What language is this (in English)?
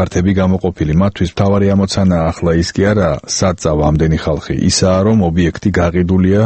Georgian